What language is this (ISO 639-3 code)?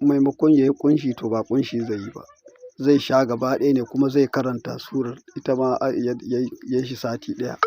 hau